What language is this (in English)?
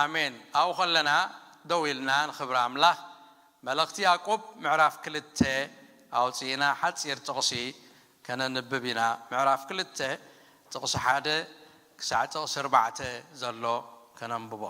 Tigrinya